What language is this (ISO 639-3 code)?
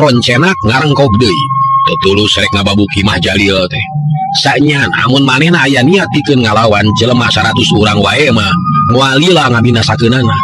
sun